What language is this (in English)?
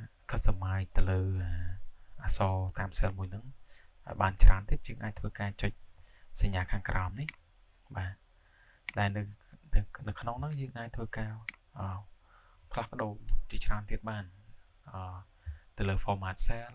Khmer